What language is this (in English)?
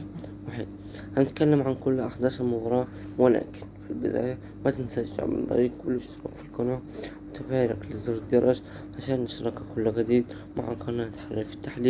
Egyptian Arabic